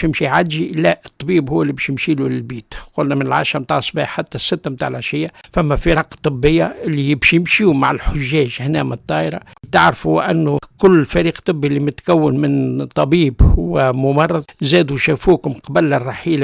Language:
Tunisian Arabic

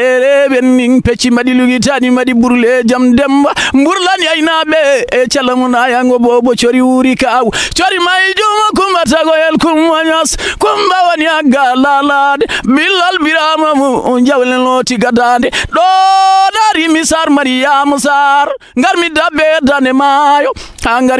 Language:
Fula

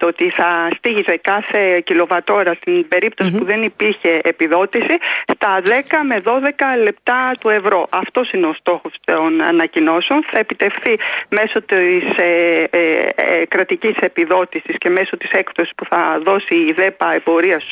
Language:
Greek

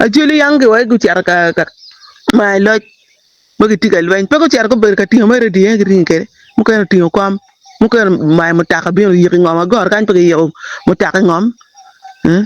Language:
Acoli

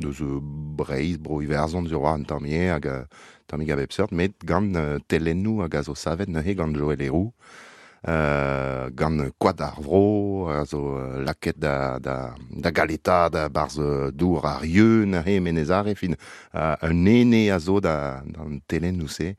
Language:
Breton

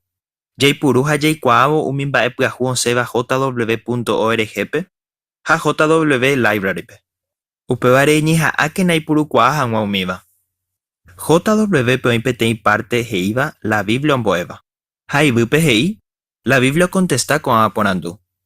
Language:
Guarani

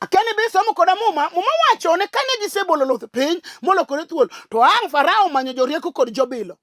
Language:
Luo (Kenya and Tanzania)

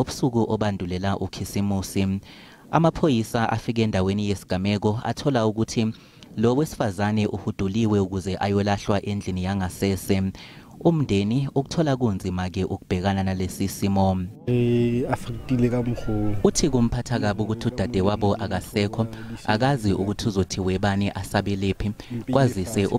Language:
Zulu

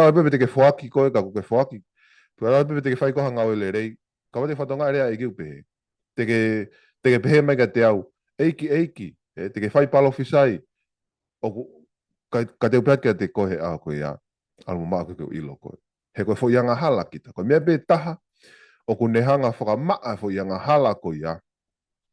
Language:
Tongan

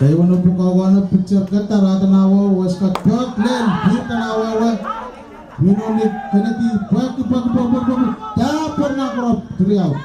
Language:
Pohnpeian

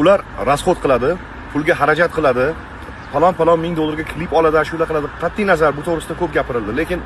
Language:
Uzbek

